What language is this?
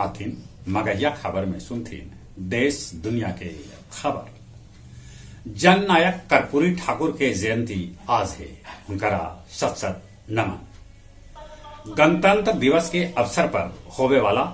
Magahi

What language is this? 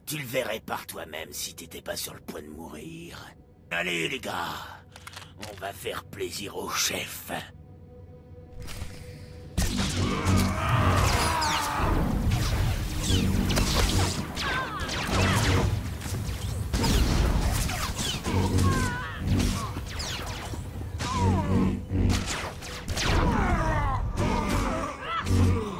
French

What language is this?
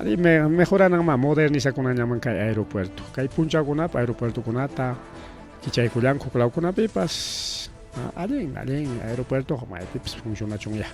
Ayacucho Quechua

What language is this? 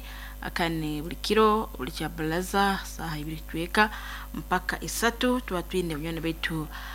Nyoro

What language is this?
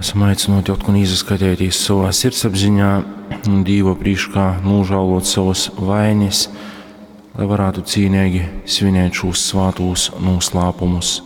Latgalian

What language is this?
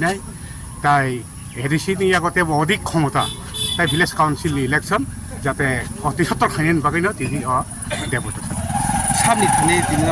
Kok Borok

